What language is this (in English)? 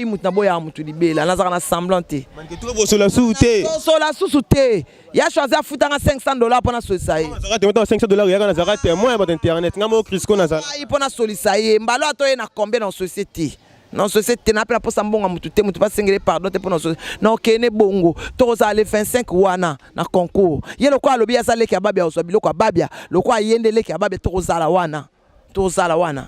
Lingala